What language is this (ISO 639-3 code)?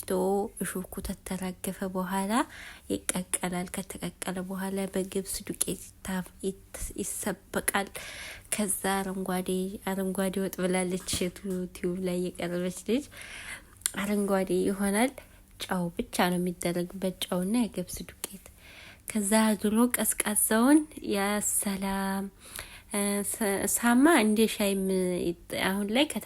amh